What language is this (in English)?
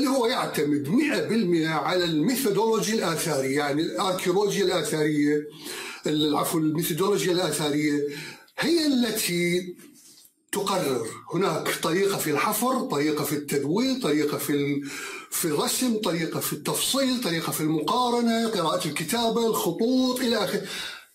Arabic